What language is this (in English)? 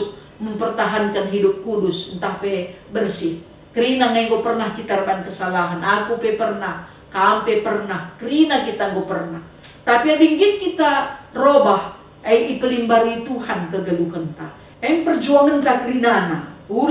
Batak Karo